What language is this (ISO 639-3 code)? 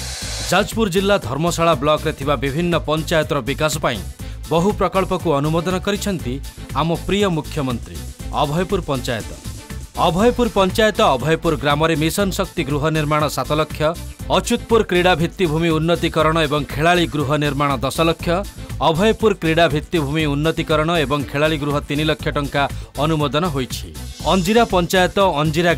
ori